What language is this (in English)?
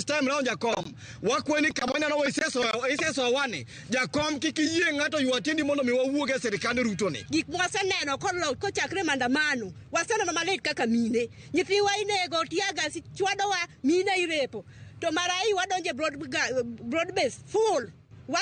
Luo (Kenya and Tanzania)